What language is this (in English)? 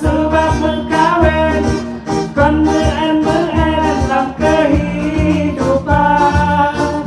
Achinese